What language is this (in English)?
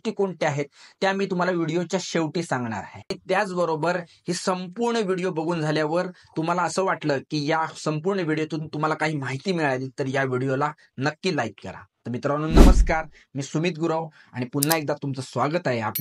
Marathi